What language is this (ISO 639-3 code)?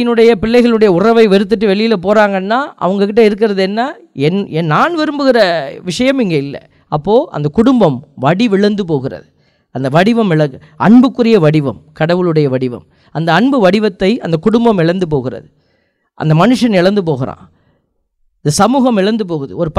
tam